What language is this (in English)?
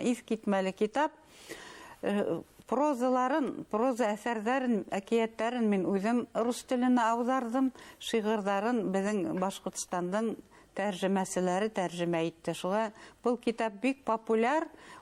Bashkir